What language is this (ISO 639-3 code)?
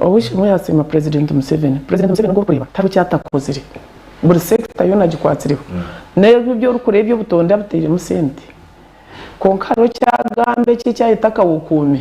nyn